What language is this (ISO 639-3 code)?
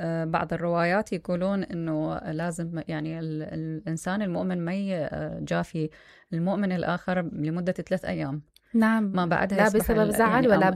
acm